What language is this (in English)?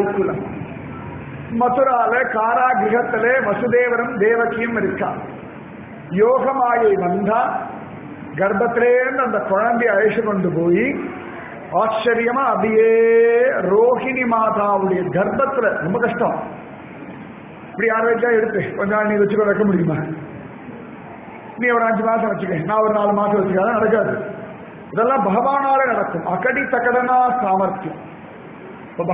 Tamil